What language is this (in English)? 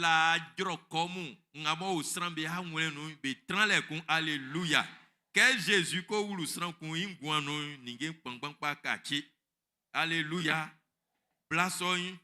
Baoulé